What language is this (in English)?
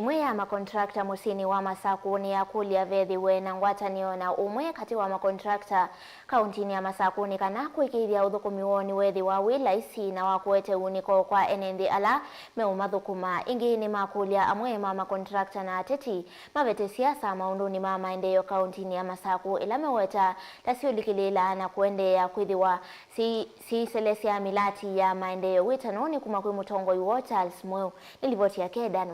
Kamba